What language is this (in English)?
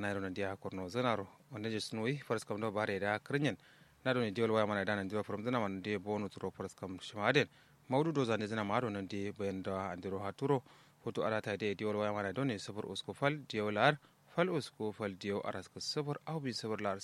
Kanuri